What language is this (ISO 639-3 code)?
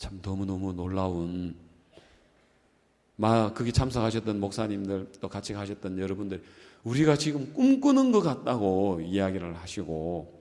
kor